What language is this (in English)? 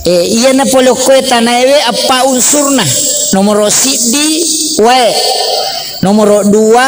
Buginese